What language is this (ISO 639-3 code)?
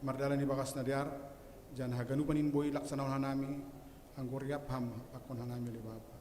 bts